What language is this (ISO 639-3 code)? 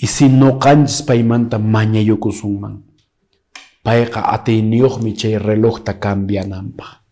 que